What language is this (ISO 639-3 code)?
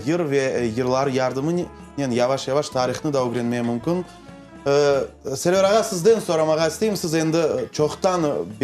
crh